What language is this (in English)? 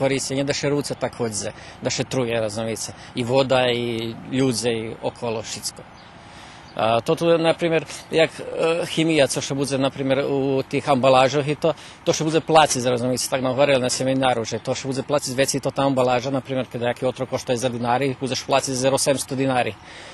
Rusyn